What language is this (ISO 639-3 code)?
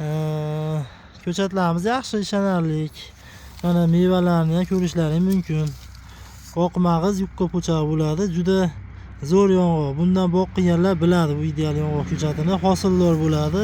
uzb